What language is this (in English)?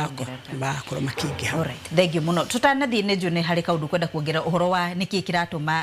Kikuyu